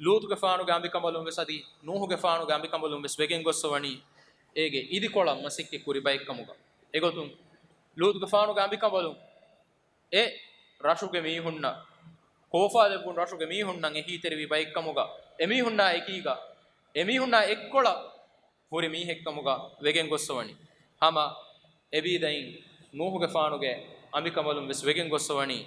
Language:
Divehi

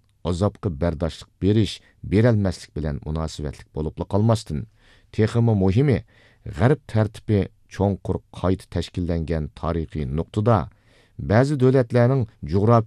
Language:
Uyghur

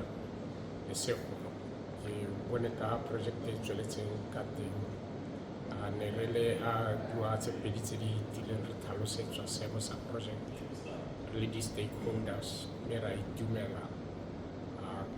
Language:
Tswana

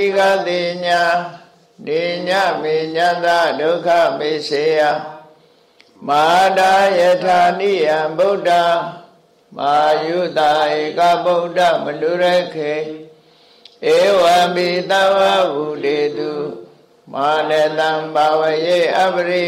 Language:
Burmese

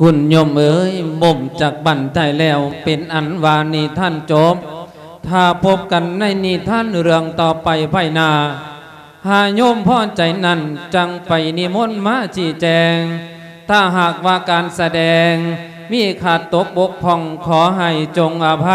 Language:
Lao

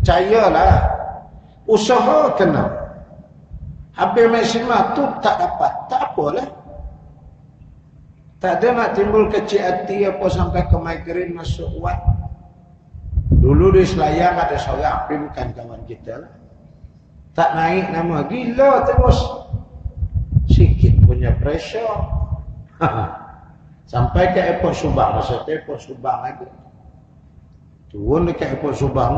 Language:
Malay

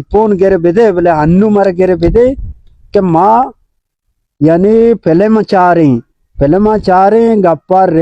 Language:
Baluchi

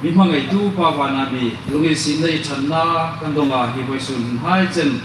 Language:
Hmar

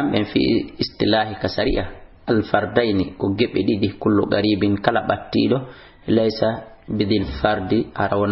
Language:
Fula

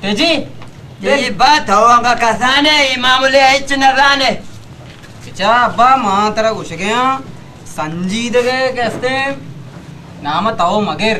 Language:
Baluchi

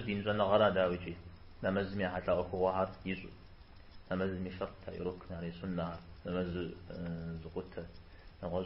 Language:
Kabardian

